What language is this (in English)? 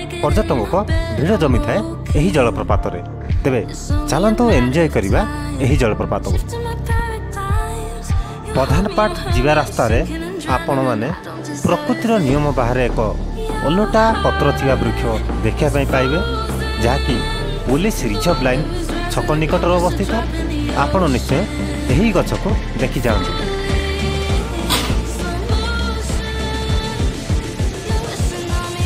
Odia